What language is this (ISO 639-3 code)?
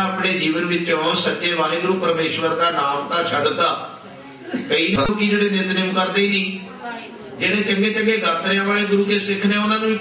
pan